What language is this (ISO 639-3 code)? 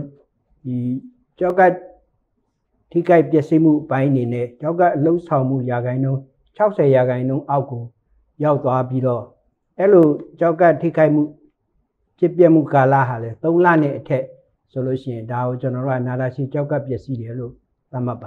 mya